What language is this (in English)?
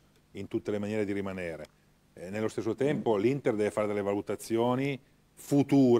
Italian